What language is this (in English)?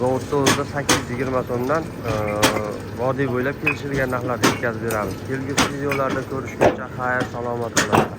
Uzbek